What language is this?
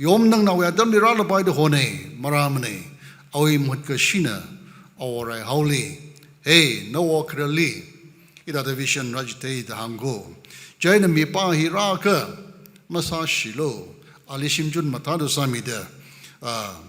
Tangkhul Naga (India)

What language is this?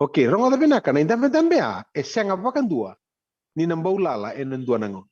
Fijian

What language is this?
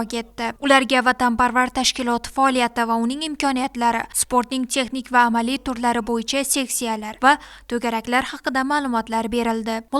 Uzbek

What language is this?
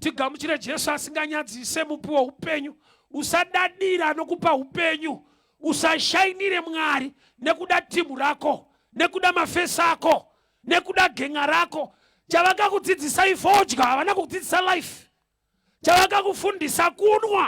Shona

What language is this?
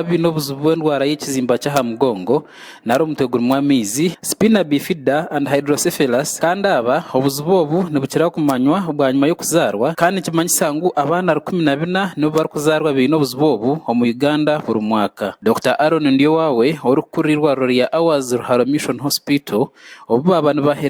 Nyankole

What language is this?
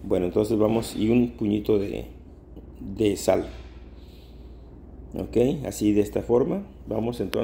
Spanish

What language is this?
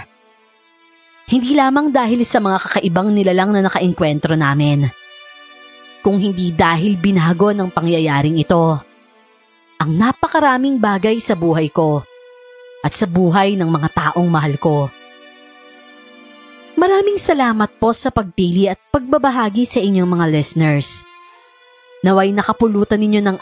Filipino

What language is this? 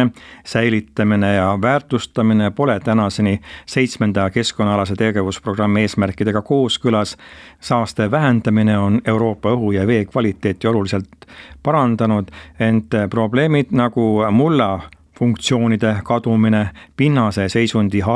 Estonian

